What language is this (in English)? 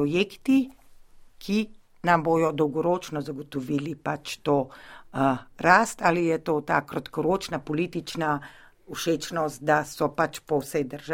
Slovenian